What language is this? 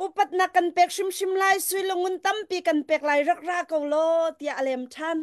Hakha Chin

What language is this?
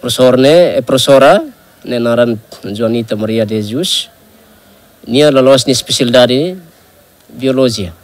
Tetum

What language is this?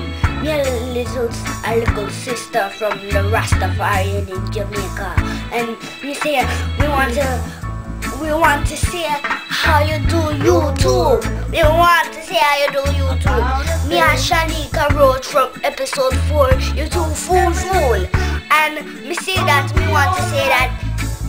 Jamaican Creole English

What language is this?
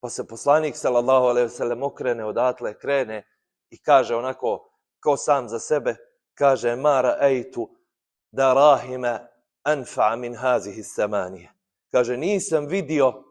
Bosnian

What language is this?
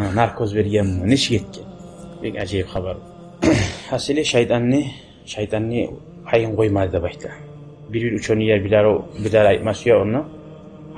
Kumyk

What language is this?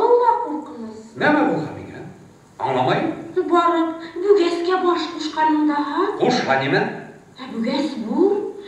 Bashkir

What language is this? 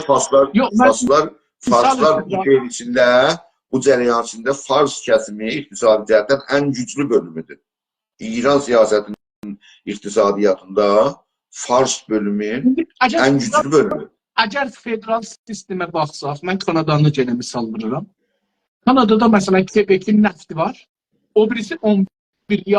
South Azerbaijani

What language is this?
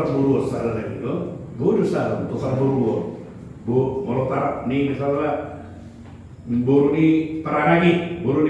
Batak Toba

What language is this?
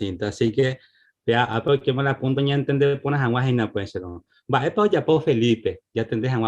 Guarani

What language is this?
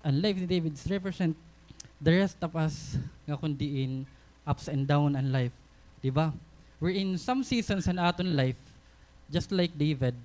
Waray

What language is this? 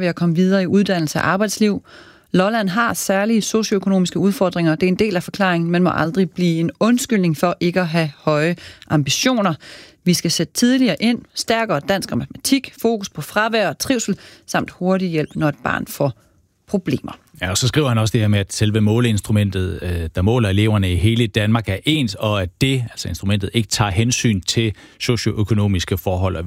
Danish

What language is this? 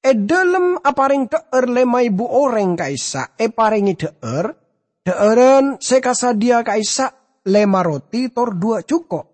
Madurese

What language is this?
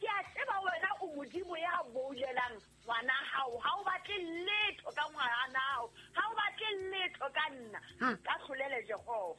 Southern Sotho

